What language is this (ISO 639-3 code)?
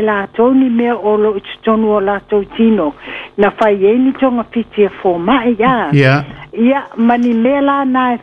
smo